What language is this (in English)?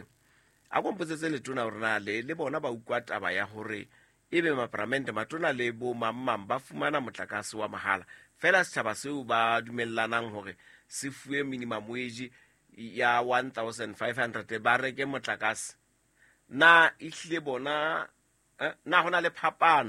Southern Sotho